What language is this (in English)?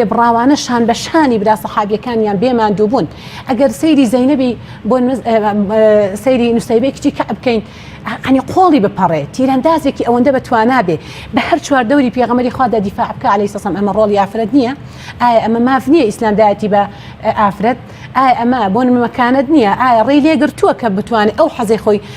Central Kurdish